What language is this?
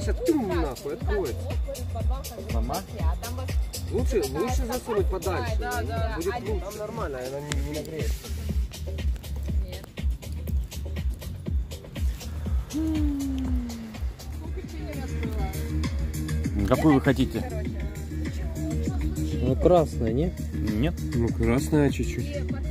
Russian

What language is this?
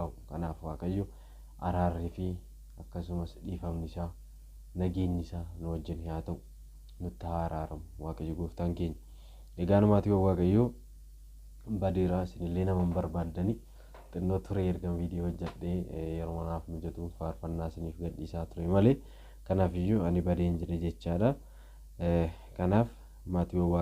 Oromo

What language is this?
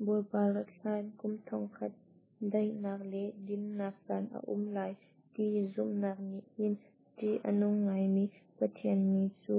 Hakha Chin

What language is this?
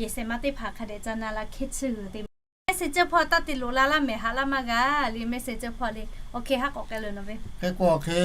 Lahu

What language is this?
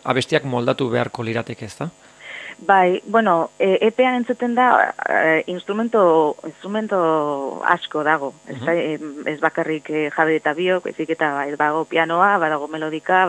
Basque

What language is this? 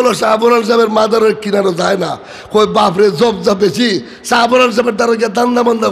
Sylheti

